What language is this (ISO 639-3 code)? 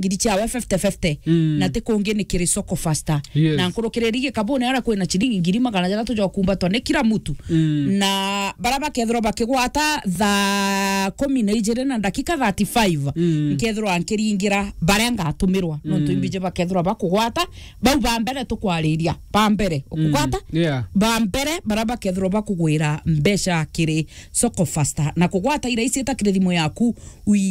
mer